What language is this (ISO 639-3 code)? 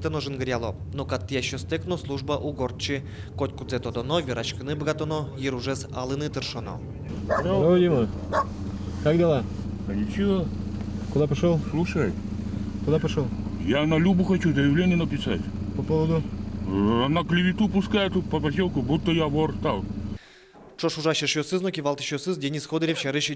udm